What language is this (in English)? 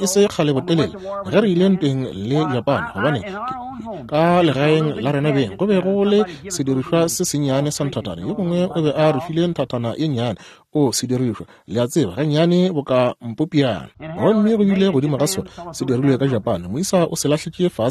Northern Sotho